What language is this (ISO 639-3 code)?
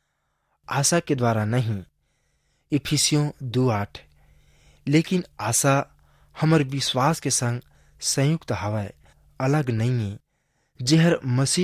hne